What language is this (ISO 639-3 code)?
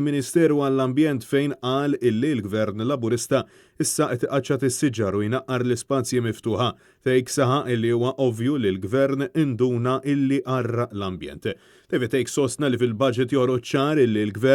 mlt